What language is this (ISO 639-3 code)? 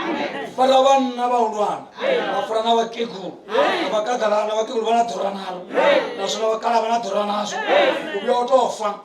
ven